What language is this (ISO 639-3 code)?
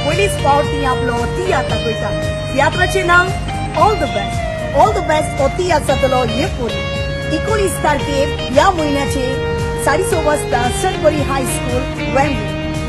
kok